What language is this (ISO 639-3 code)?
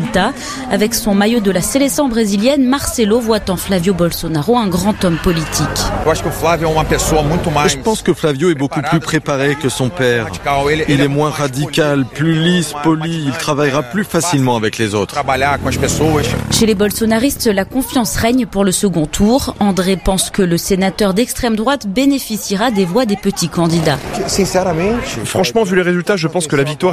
fra